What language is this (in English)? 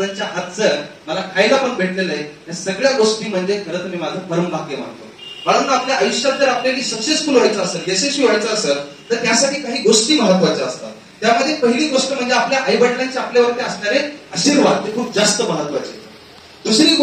Marathi